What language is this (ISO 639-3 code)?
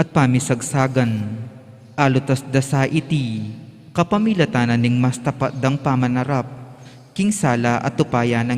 pam